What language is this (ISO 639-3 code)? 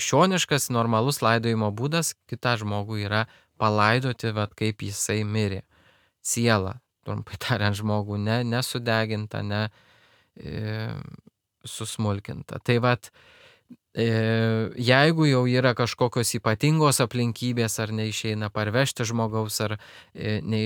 lit